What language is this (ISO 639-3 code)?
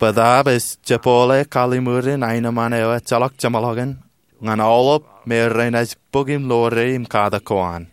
mah